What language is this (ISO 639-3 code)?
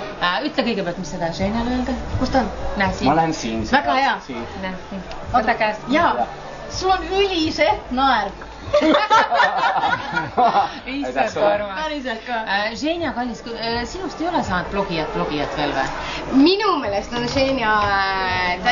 est